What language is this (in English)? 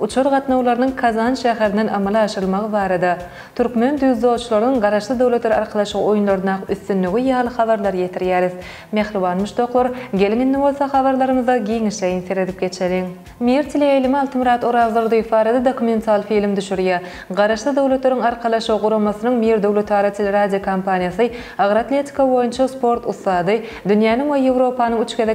Turkmen